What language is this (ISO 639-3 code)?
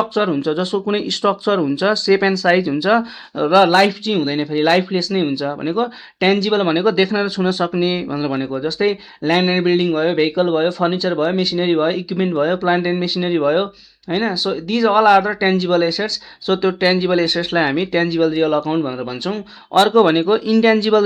nep